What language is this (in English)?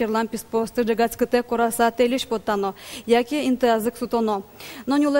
Udmurt